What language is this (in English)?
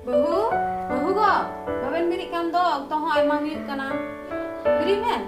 Santali